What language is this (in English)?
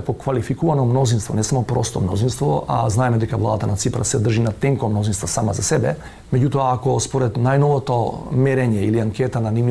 Macedonian